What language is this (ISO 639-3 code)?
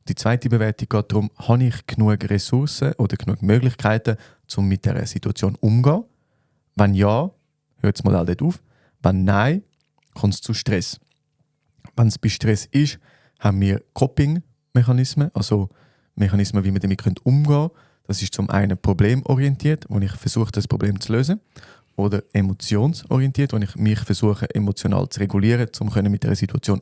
gsw